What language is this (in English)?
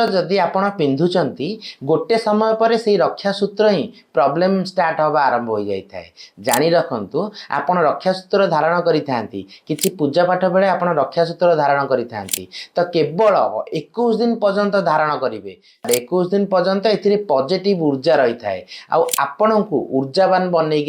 Odia